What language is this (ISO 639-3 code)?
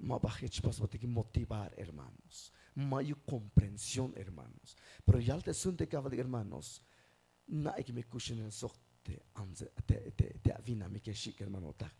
tzh